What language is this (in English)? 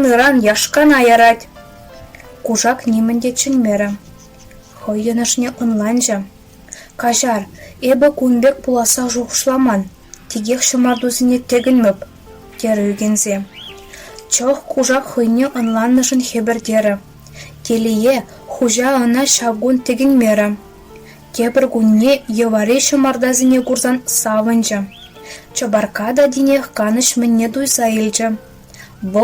Chuvash